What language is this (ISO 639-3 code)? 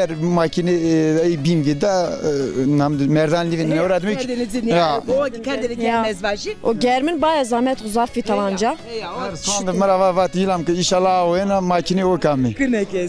zza